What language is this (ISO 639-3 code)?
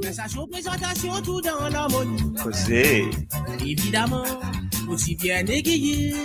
mfe